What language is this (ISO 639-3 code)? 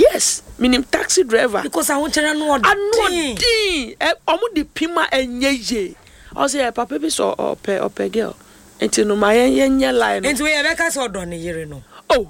aka